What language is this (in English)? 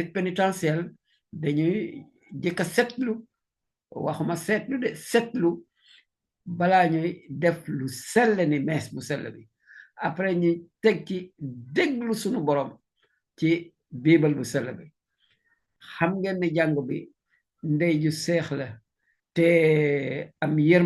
Wolof